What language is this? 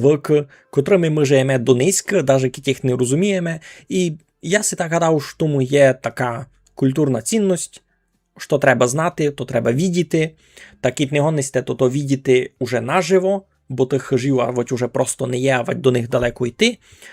Rusyn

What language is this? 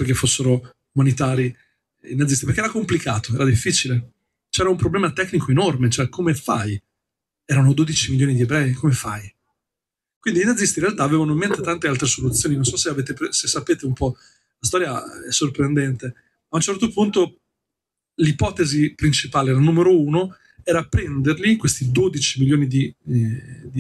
Italian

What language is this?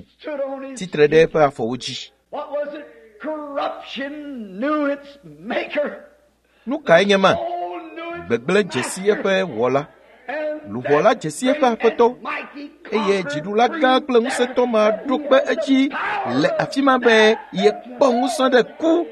Ewe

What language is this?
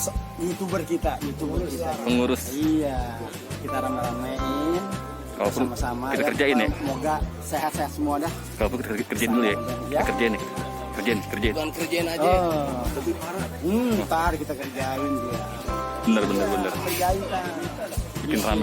Betawi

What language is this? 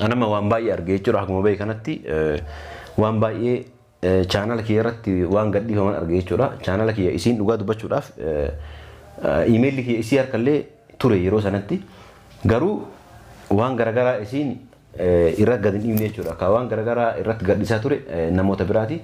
Oromo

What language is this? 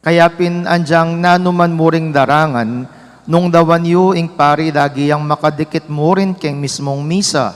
Pampanga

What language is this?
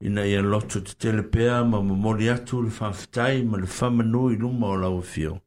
Samoan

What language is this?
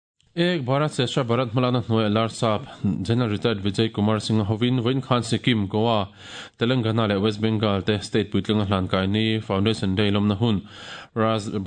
Mizo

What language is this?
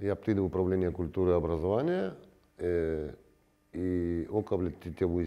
Gagauz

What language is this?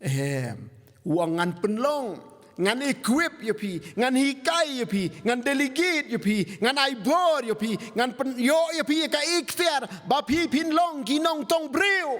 Khasi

